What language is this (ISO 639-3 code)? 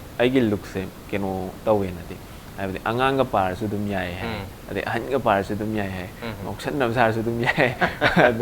mni